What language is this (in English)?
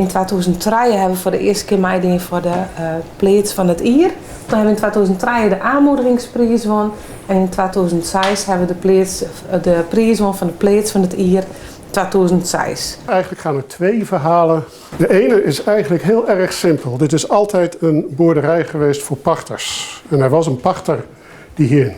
Western Frisian